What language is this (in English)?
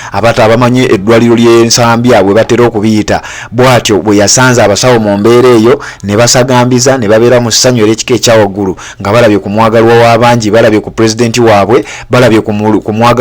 Ganda